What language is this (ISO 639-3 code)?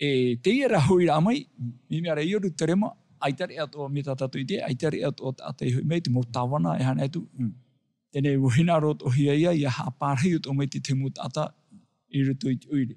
tah